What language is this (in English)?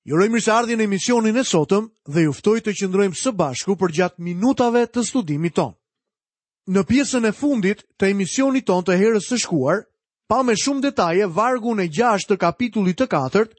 Albanian